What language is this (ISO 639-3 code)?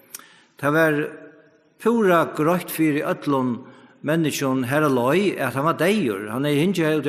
fao